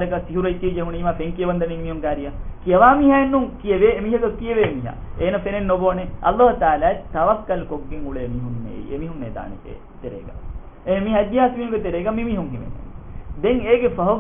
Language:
Divehi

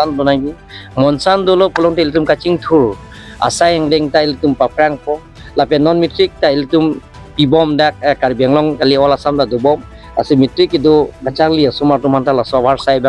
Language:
Karbi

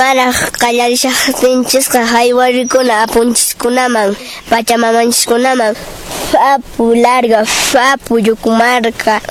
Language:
Quechua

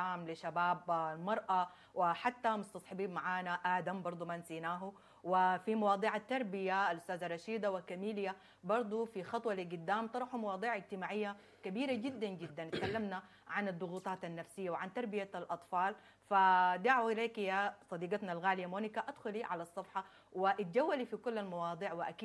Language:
Sudanese Arabic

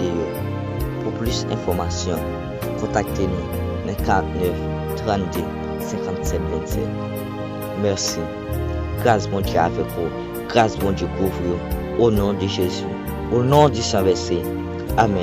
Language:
Haitian Creole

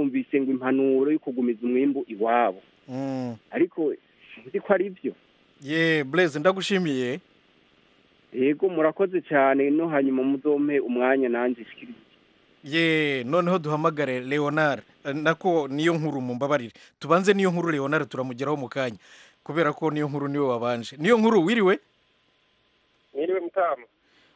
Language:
Kinyarwanda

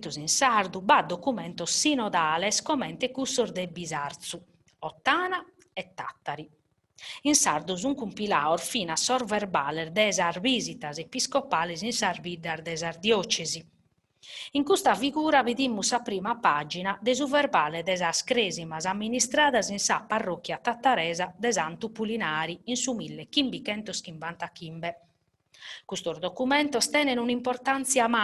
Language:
Sardinian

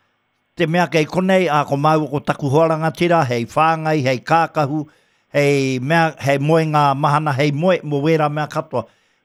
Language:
Māori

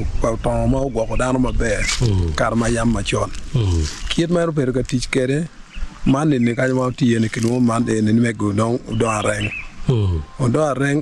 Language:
Acoli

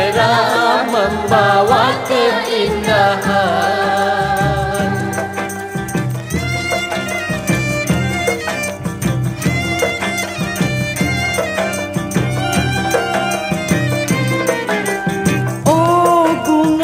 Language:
Malay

